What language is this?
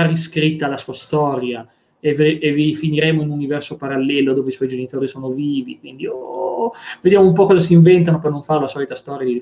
Italian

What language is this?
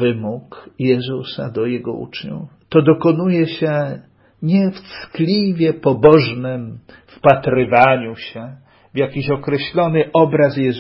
Polish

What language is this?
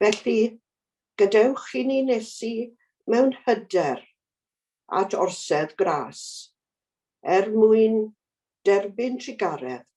Welsh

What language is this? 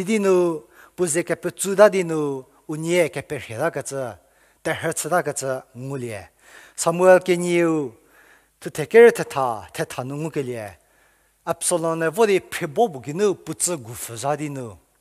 Angami Naga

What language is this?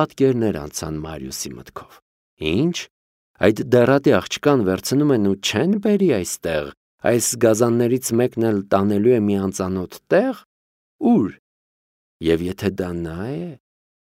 Armenian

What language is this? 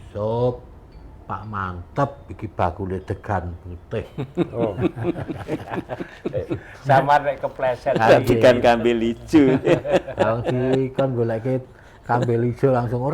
Javanese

